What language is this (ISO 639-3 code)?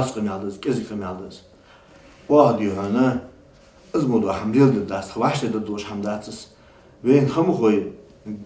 inh